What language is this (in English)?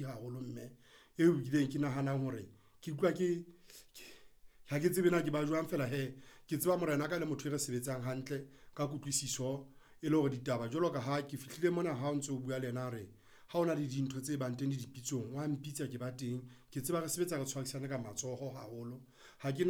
Southern Sotho